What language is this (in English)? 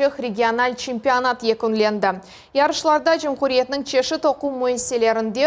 Crimean Tatar